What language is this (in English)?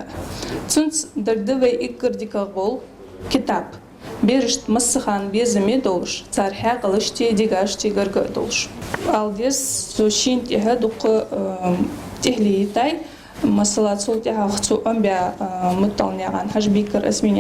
Ingush